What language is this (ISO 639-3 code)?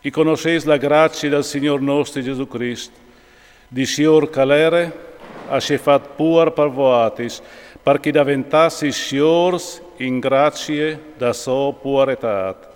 fur